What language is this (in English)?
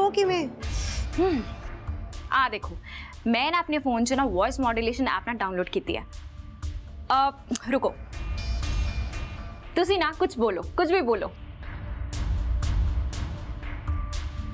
Punjabi